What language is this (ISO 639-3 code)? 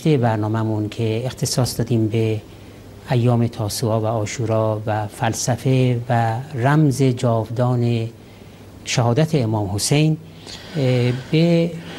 fas